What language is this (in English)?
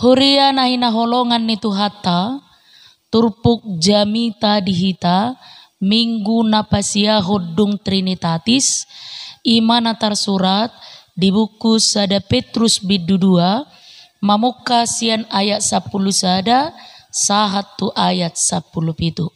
Batak Toba